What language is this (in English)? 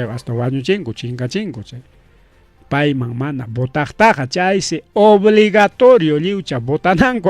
Ayacucho Quechua